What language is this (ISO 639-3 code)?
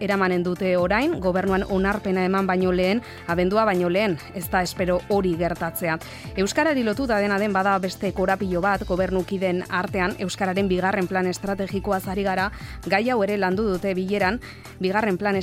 eus